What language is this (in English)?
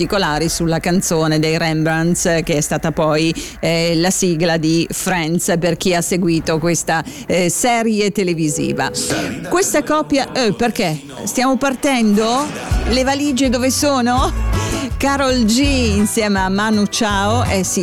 Italian